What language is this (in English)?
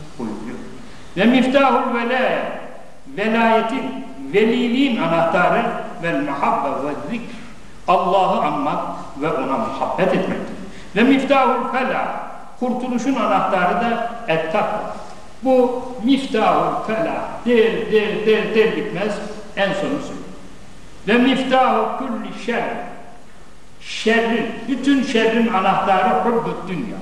Turkish